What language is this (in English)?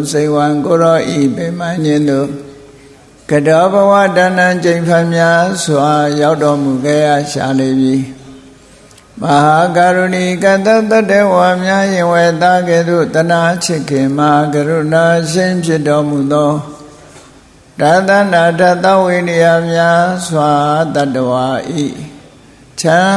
Burmese